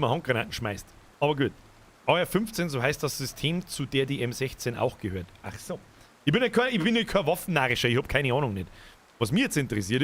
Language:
Bavarian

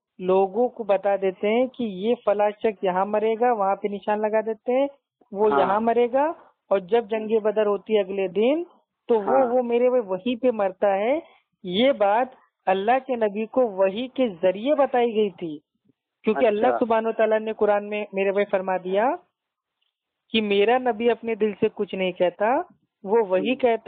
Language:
Urdu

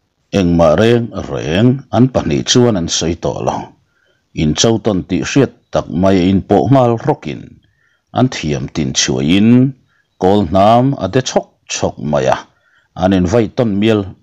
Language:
Mizo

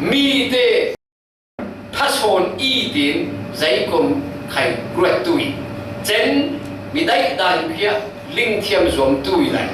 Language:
Falam Chin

